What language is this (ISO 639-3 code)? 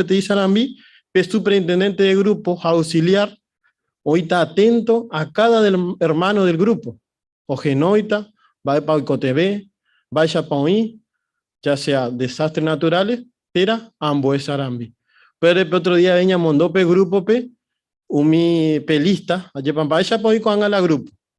grn